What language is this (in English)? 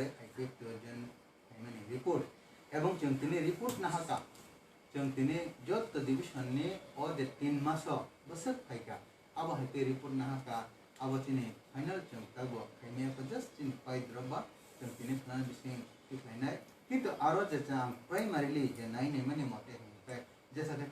Kok Borok